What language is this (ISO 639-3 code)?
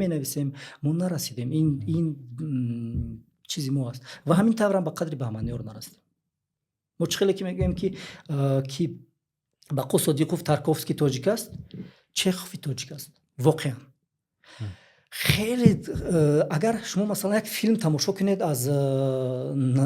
tgk